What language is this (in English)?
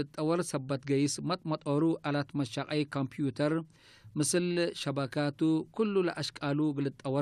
Tigre